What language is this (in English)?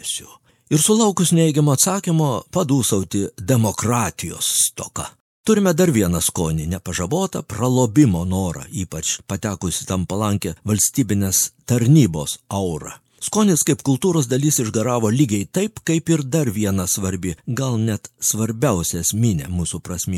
Lithuanian